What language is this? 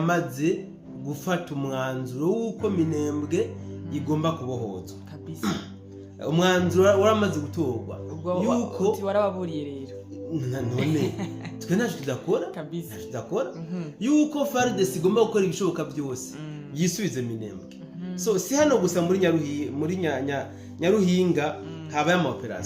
Rundi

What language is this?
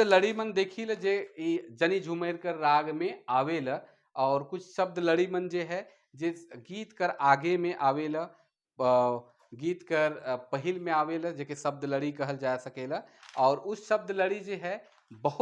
Sadri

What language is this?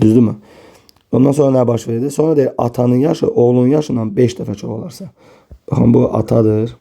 Azerbaijani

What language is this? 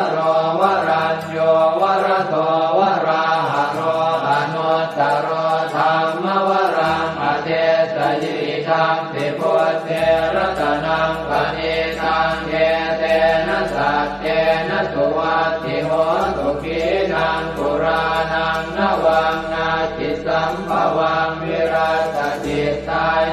Pali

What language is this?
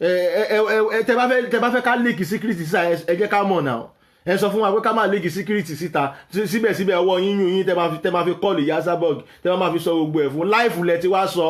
Yoruba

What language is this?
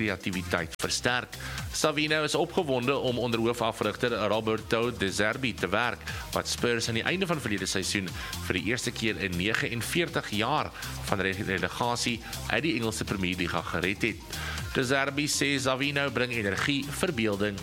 Afrikaans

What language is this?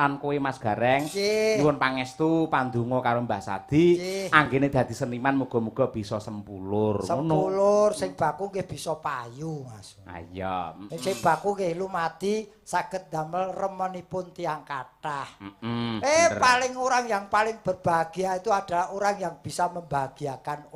Javanese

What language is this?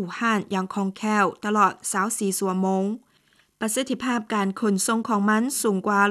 Lao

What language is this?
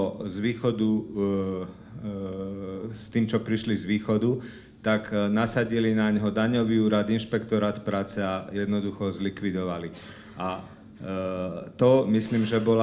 Slovak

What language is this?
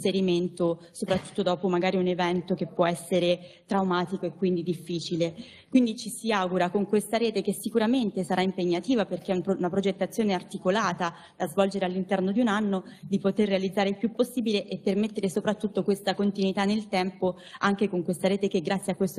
Italian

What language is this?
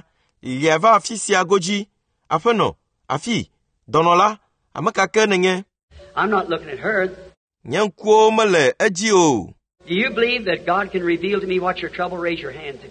Ewe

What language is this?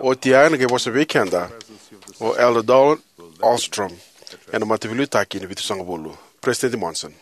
Fijian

